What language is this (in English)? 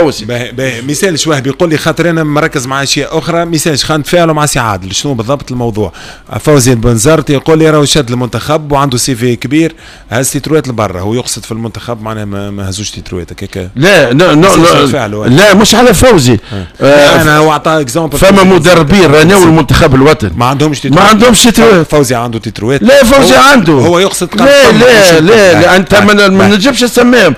Tunisian Arabic